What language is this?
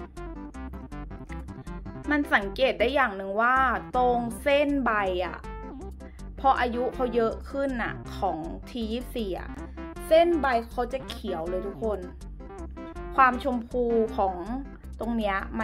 Thai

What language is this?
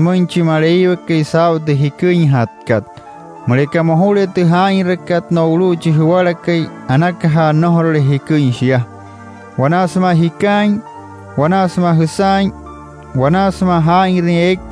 Wayuu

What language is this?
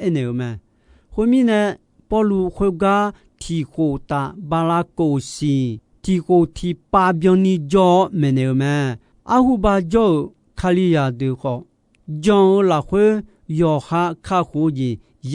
Akha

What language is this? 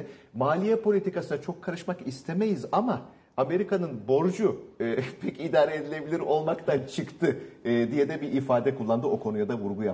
Turkish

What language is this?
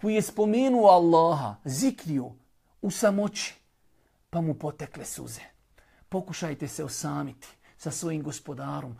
Bosnian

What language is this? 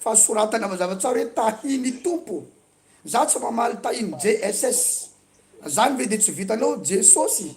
Malagasy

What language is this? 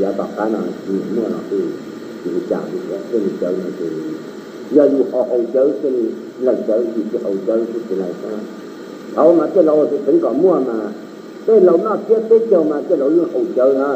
Hmong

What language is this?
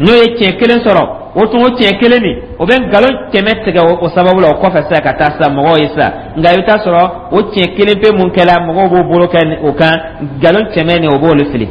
Dyula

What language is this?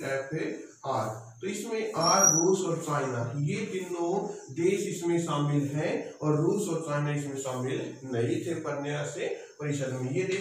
Hindi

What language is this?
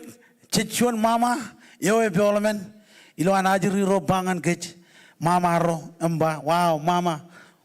Marshallese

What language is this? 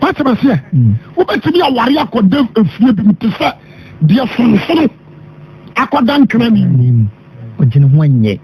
Akan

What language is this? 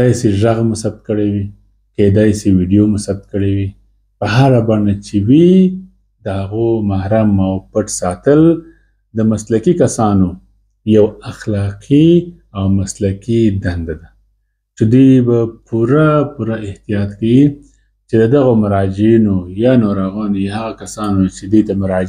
Pashto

